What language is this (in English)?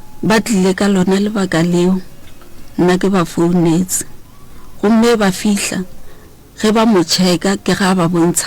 Northern Sotho